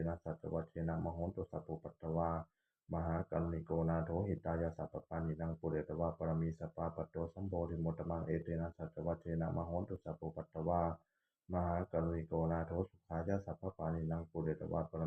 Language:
Pali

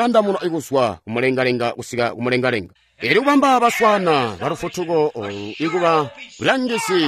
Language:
Tonga (Zambia)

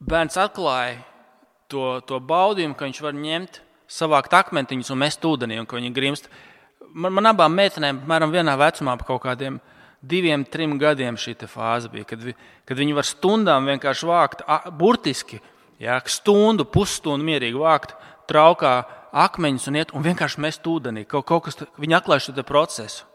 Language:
Latvian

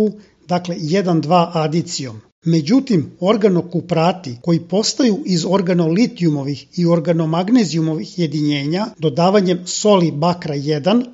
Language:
Serbian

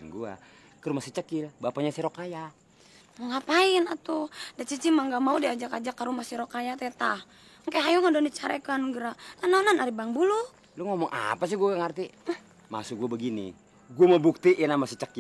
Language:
Betawi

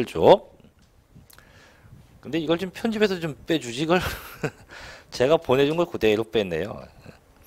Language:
Korean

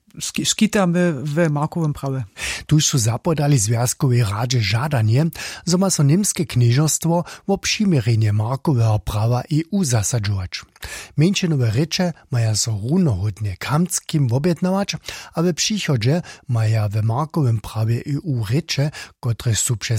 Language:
Upper Sorbian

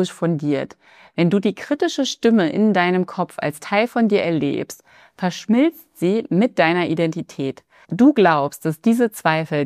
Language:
German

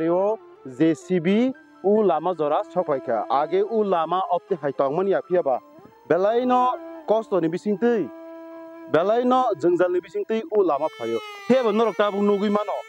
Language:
Kok Borok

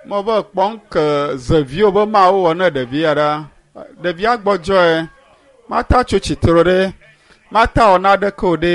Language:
Ewe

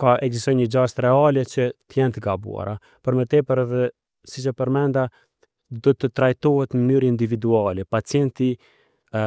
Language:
Albanian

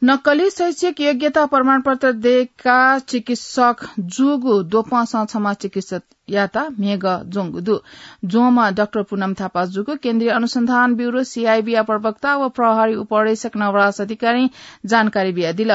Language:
Newari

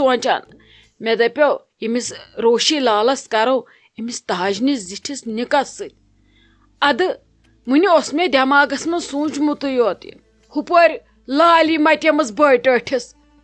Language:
Kashmiri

